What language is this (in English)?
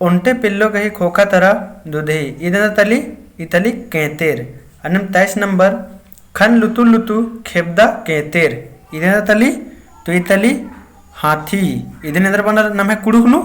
Kurukh